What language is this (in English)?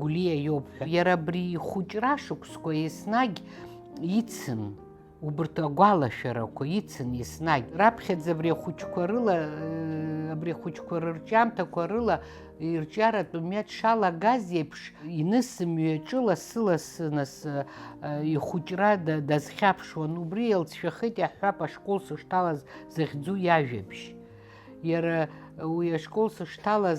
Abkhazian